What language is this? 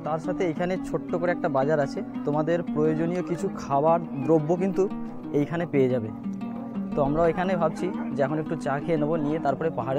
Bangla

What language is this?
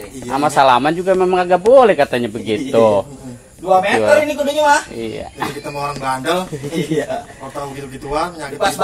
Betawi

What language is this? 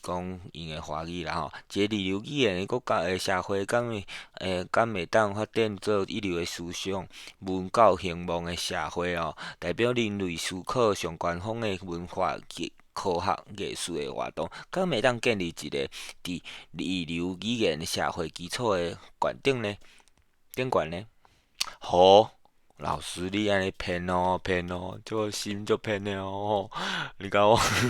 Min Nan Chinese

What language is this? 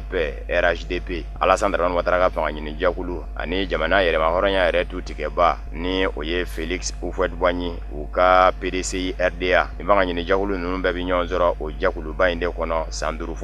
Bambara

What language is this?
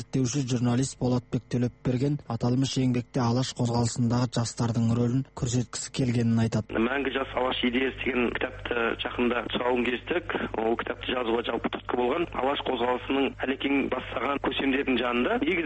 Kazakh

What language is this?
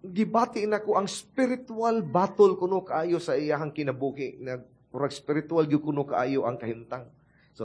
Cebuano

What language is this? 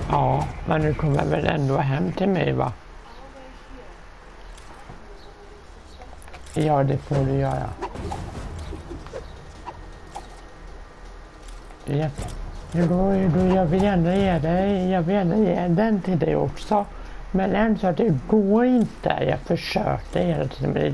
Swedish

